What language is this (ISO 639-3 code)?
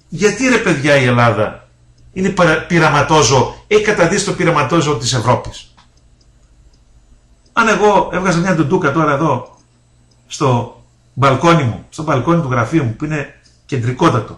ell